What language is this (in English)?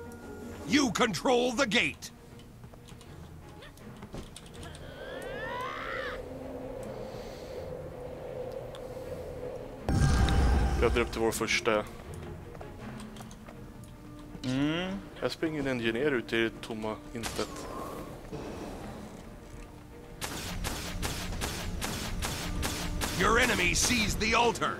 Swedish